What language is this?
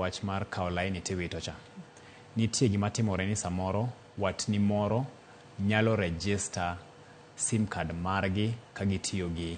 Luo (Kenya and Tanzania)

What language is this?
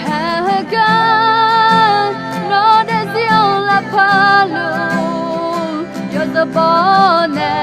Akha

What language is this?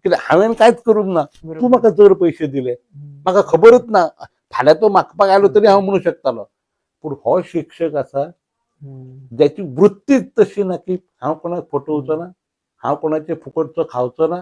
Konkani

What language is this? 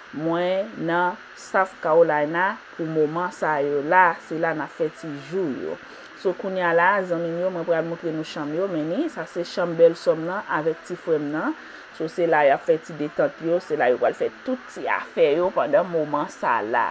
Haitian Creole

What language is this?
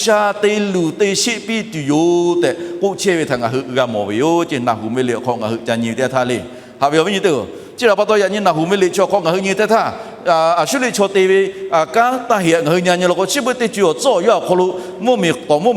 Lahu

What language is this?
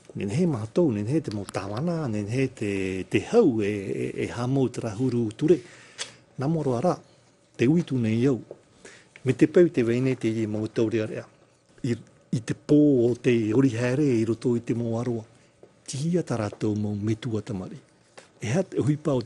Tahitian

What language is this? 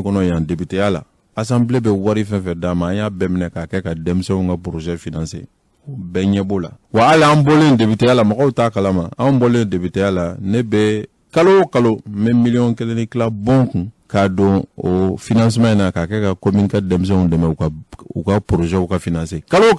Bambara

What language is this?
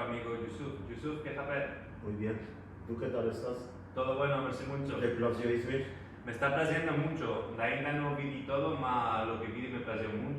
Ladino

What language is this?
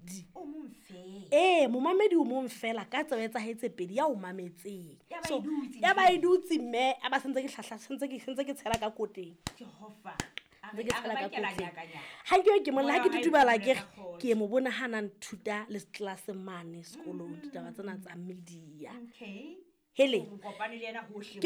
Southern Sotho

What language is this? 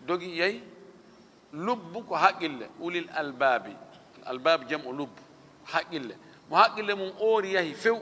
Fula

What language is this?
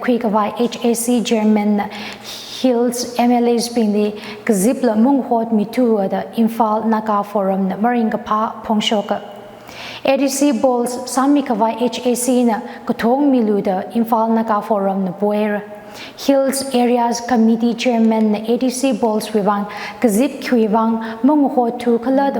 Tangkhul Naga (India)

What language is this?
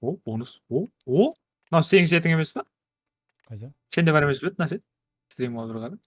Kara-Kalpak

